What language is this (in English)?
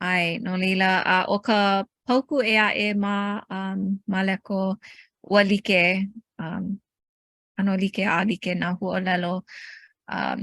Hawaiian